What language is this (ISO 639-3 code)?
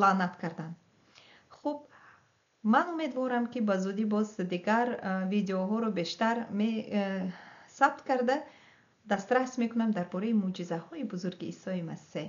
tgk